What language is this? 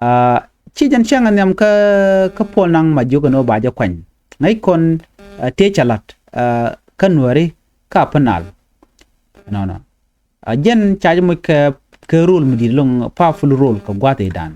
Nuer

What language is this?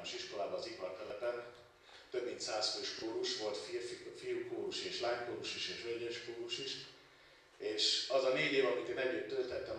Hungarian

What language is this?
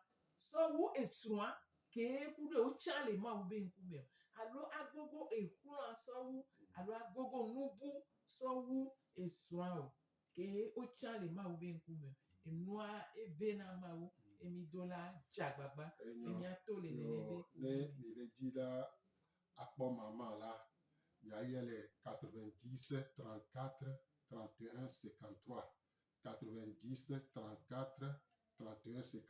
Gen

